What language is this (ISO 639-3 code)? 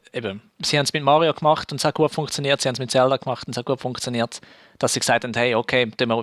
gsw